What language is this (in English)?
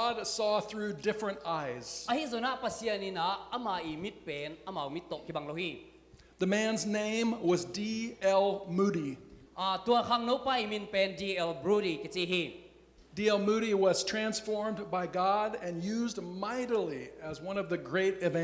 Tedim Chin